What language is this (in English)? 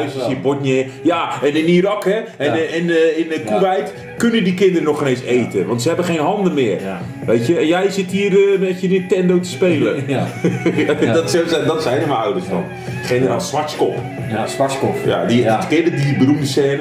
Dutch